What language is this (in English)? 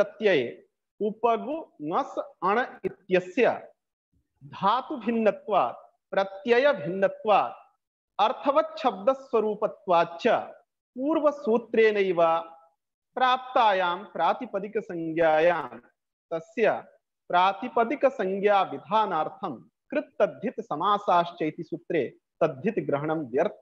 Sanskrit